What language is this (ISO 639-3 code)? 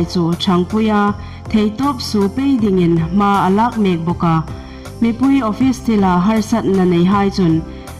hmr